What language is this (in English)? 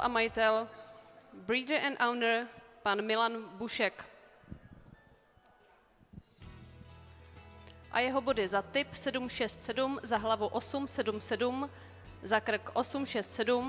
Czech